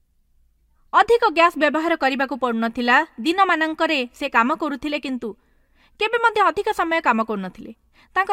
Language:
Odia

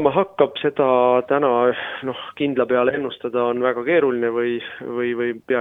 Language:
Estonian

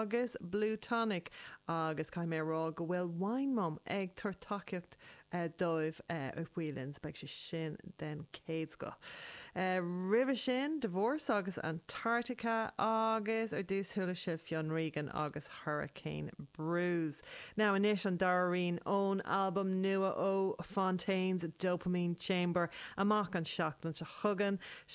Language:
Irish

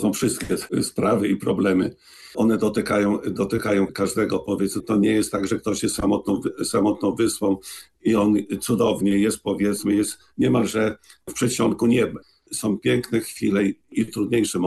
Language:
Polish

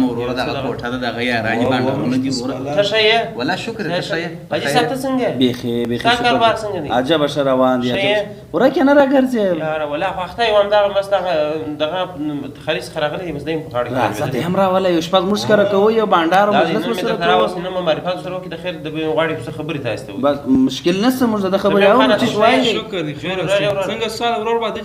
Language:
Pashto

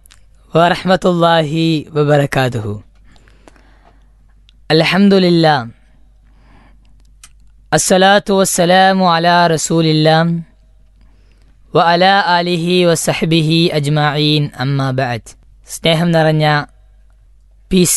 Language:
Malayalam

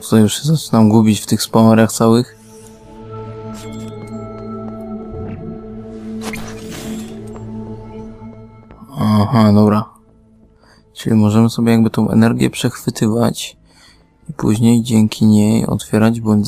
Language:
Polish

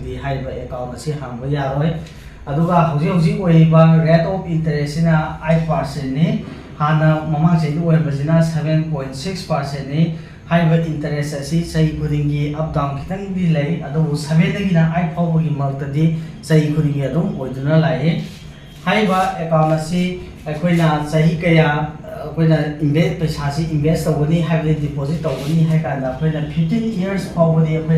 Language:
Manipuri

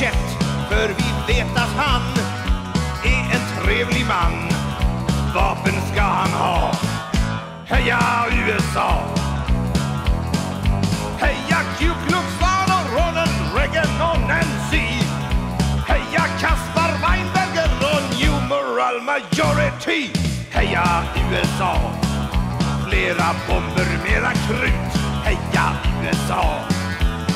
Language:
Swedish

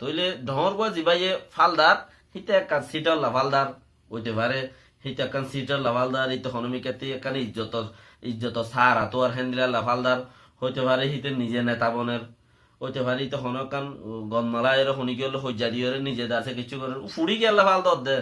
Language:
Rohingya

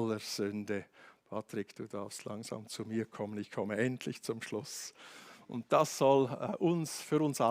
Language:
Swiss German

